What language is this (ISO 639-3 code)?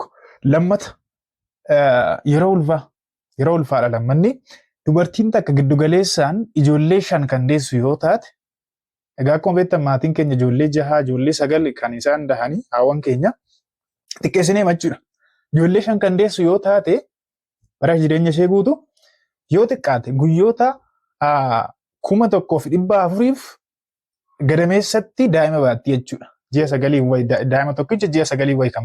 orm